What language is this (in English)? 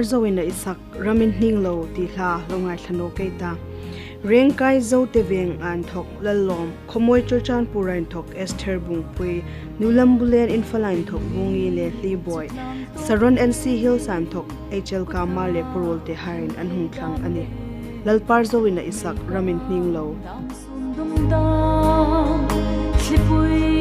Hmar